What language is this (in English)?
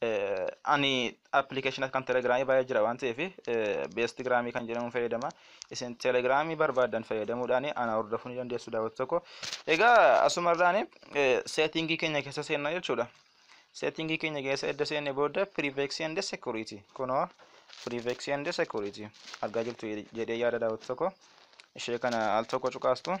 Oromo